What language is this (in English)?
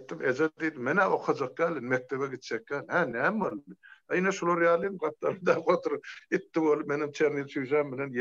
Turkmen